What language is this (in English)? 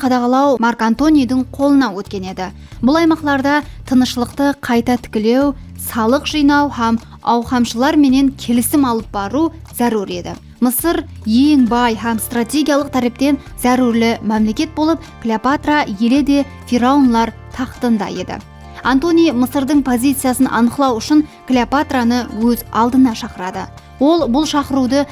Kara-Kalpak